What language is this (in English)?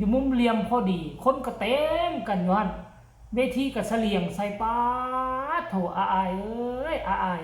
Lao